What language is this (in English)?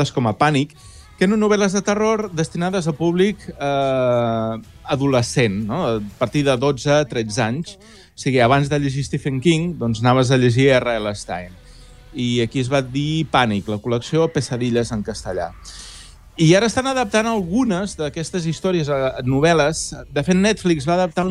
Catalan